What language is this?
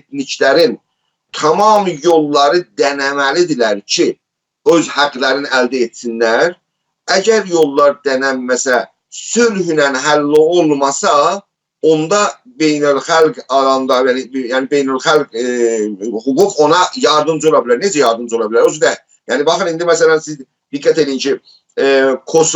South Azerbaijani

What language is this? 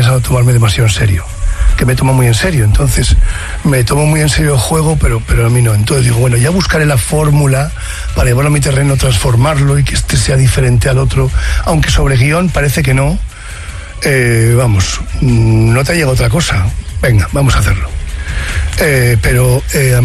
Spanish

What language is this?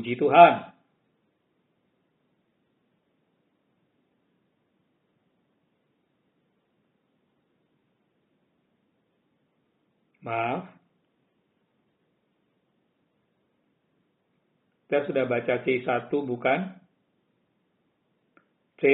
Indonesian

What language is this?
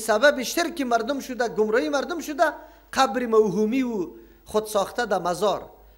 Persian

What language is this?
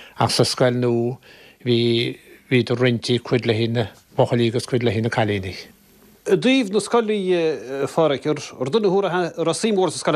Irish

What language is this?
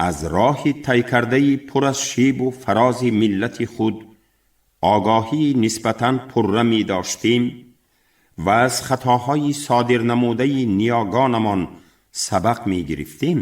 Tajik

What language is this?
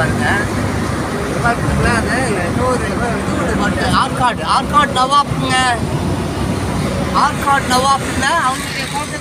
Tamil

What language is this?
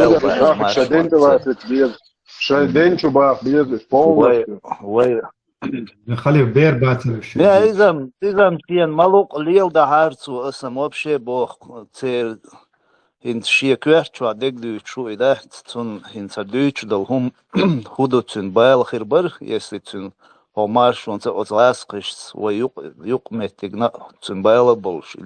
Chechen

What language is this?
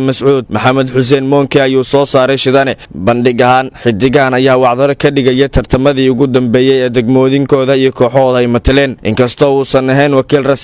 Somali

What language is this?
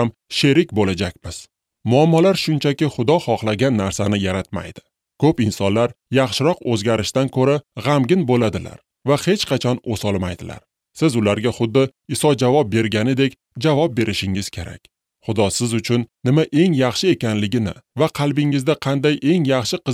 Uzbek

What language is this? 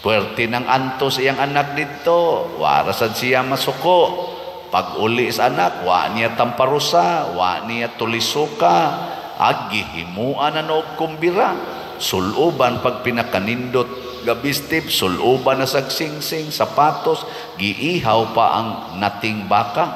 Cebuano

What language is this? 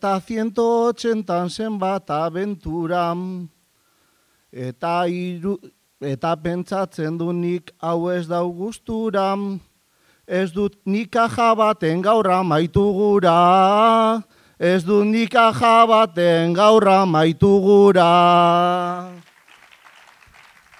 Basque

